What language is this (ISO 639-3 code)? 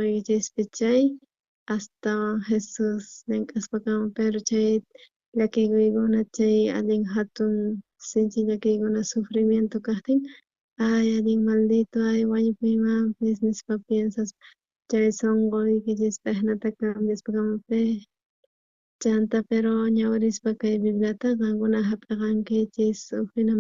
quh